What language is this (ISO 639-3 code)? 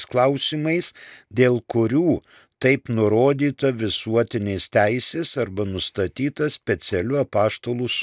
lit